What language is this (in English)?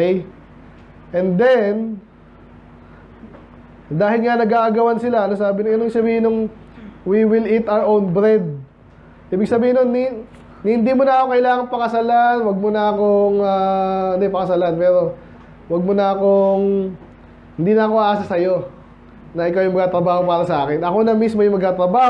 Filipino